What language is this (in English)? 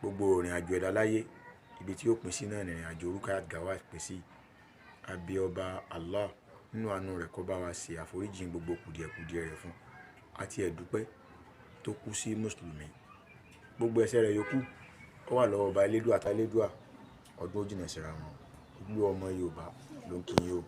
Yoruba